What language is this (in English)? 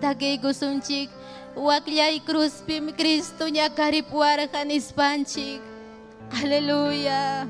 Ayacucho Quechua